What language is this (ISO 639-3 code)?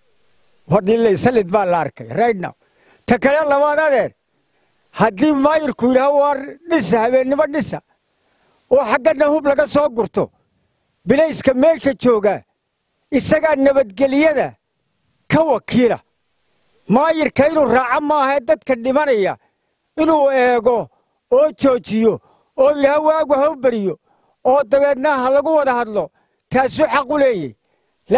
som